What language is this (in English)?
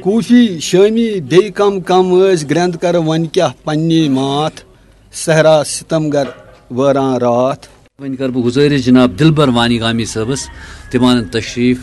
Kashmiri